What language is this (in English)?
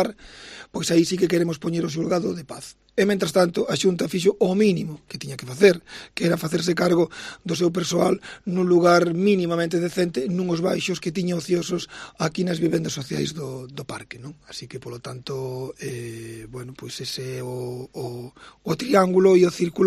Galician